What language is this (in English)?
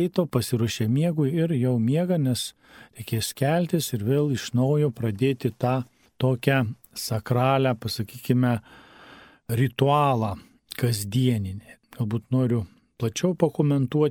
Lithuanian